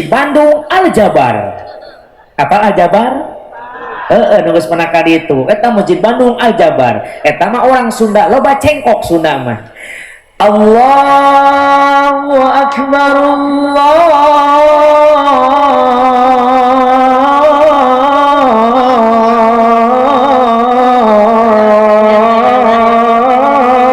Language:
Sundanese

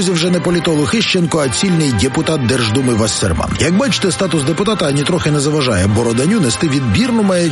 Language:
Ukrainian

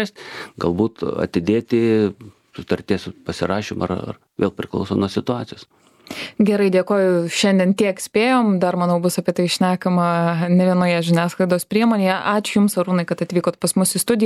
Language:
Lithuanian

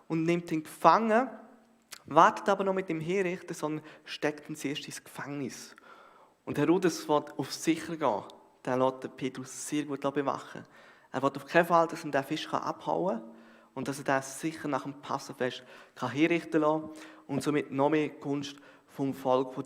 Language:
Swiss German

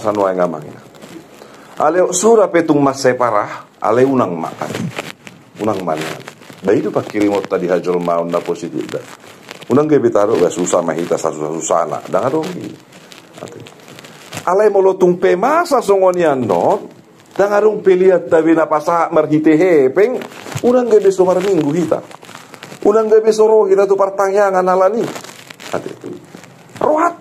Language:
Batak Toba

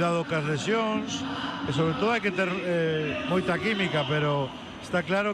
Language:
Galician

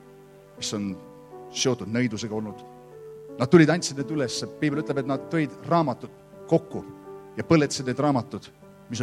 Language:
Estonian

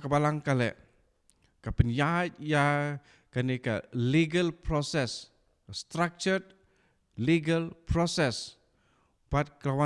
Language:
Khasi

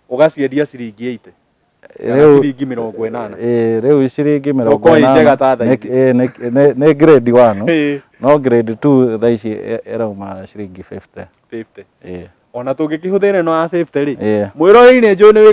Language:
Kikuyu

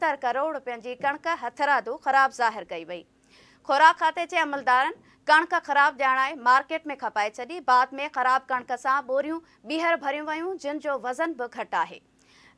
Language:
Sindhi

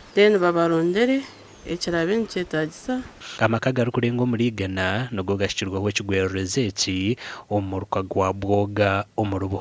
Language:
Nyankole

